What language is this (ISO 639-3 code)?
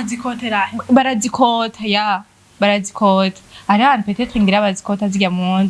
run